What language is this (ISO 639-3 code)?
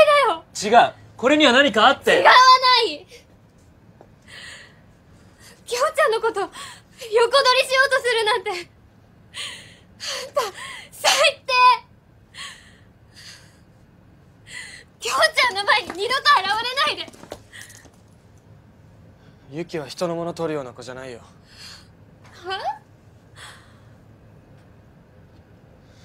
jpn